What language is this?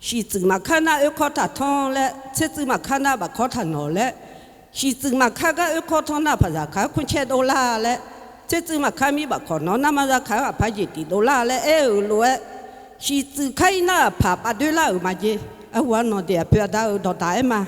Akha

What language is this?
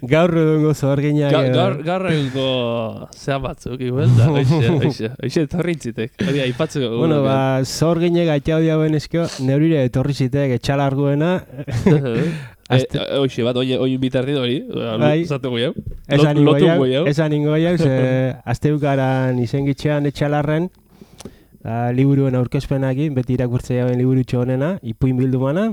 Basque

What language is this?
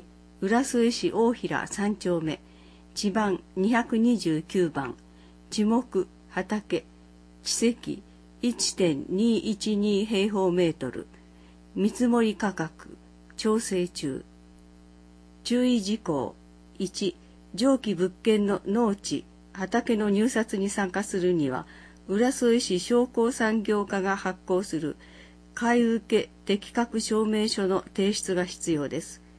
Japanese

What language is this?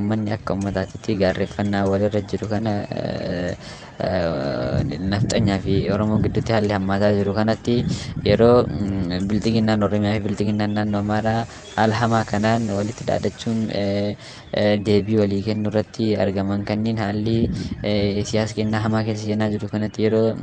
Oromo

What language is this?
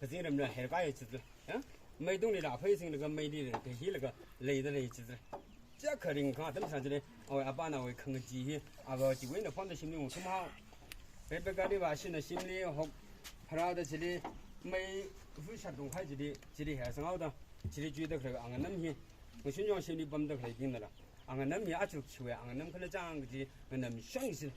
Tangkhul Naga (India)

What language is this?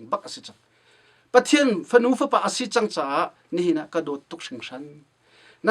Hakha Chin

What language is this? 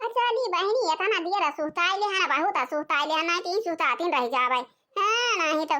Awadhi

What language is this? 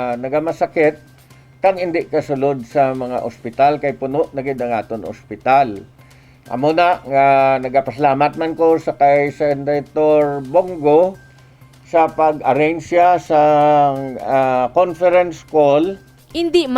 Hiligaynon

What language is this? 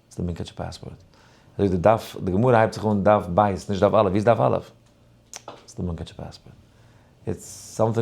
Yiddish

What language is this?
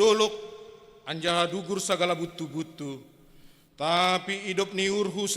Batak Simalungun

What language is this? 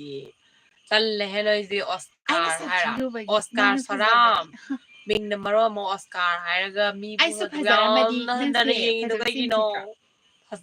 Manipuri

